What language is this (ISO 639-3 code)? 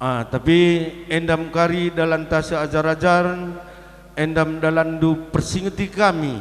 btx